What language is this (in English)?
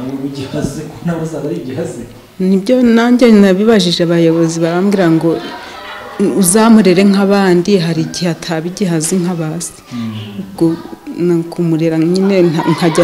Kinyarwanda